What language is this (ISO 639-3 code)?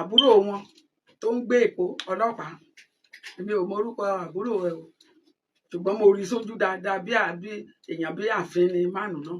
yor